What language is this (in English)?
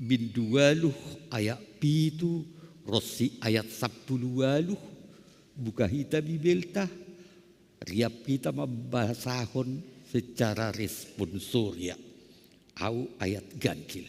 Batak Simalungun